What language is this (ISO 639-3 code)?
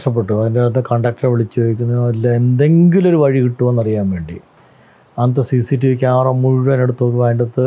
mal